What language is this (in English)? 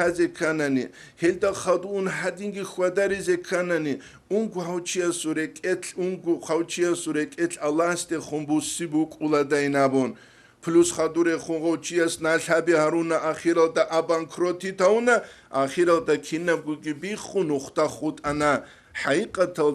Avaric